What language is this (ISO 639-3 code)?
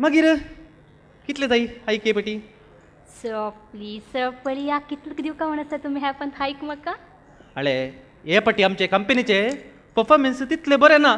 kok